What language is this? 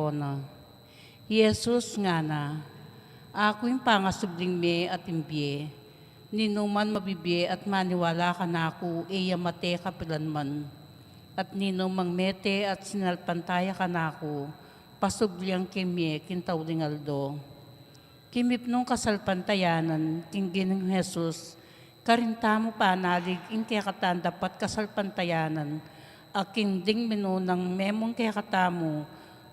Pampanga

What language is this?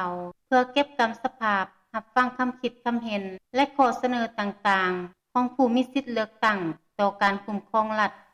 Lao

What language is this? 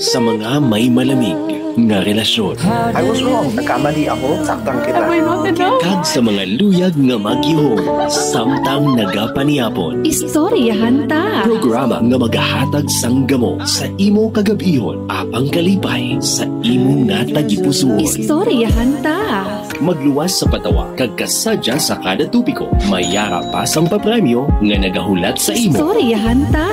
Hiligaynon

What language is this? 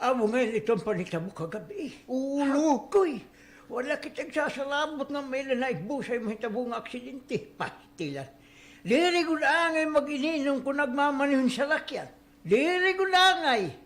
Waray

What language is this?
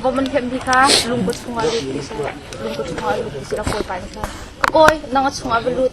Hakha Chin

